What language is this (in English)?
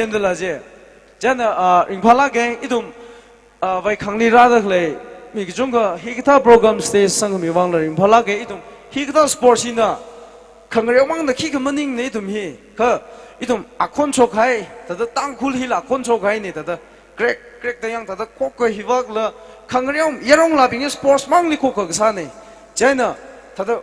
Tangkhul Naga (India)